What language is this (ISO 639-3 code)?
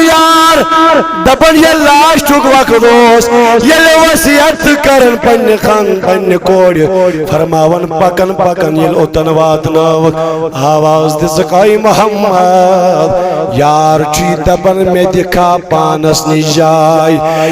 kas